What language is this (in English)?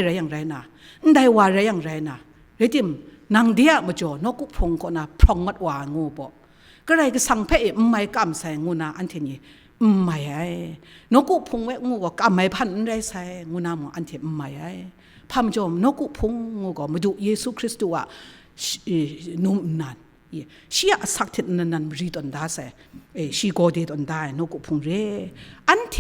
Kachin